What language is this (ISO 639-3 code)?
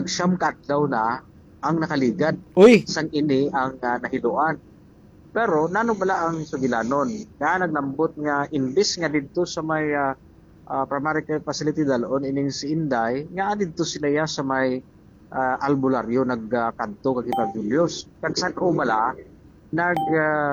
hil